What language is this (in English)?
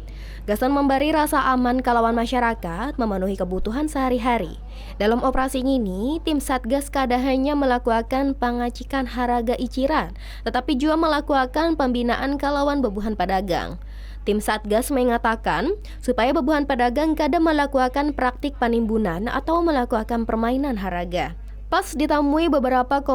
Banjar